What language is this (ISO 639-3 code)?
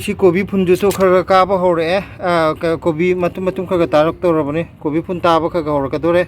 mni